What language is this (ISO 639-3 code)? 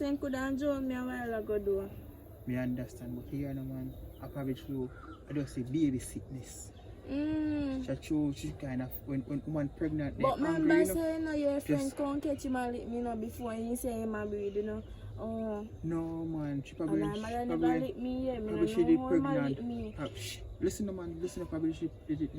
jam